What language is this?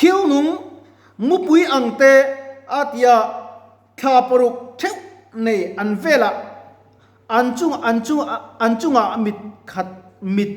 Mizo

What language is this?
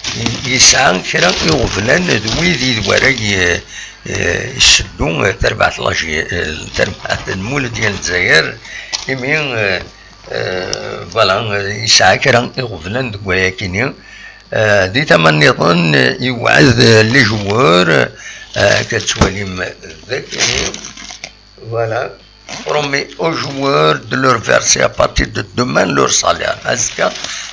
Kabyle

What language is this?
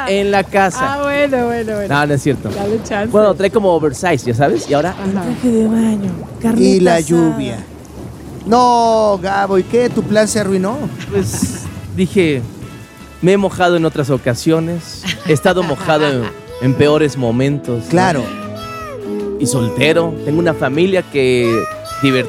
Spanish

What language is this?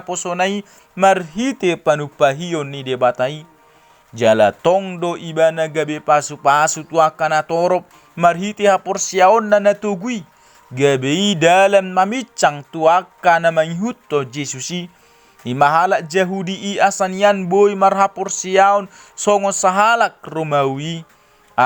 Batak Toba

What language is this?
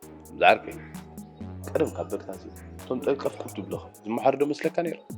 Tigrinya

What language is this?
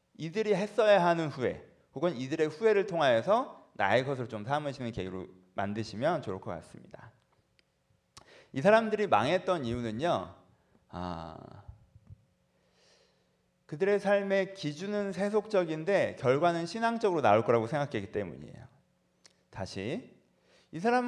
Korean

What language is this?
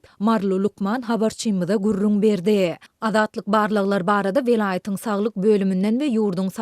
Turkmen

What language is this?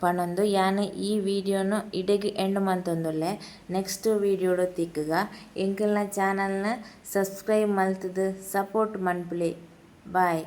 Tulu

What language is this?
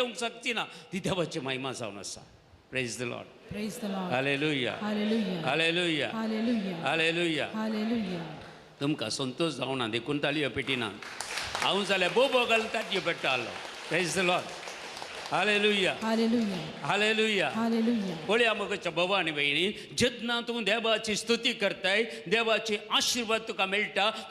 Konkani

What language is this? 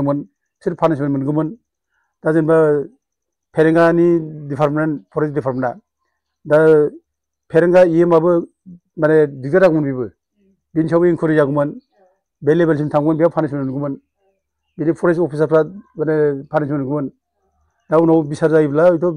Bodo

